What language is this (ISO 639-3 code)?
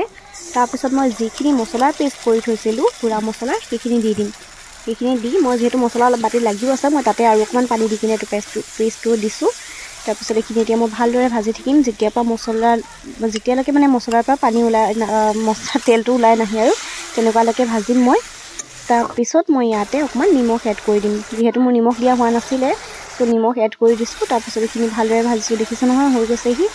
asm